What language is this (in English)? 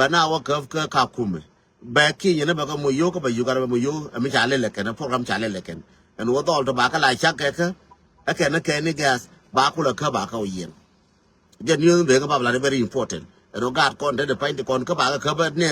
Nuer